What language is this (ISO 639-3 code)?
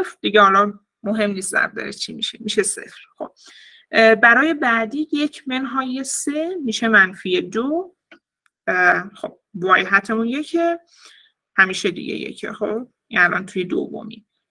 fas